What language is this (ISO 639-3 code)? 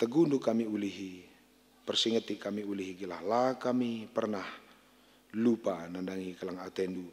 btx